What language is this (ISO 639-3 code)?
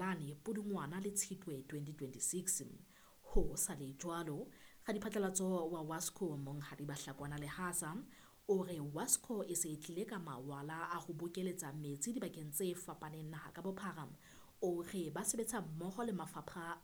sot